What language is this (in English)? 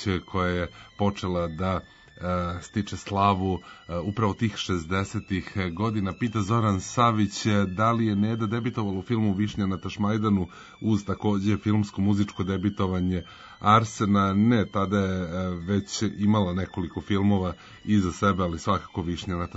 Serbian